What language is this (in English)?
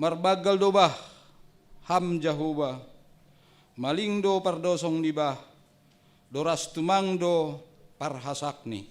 Batak Simalungun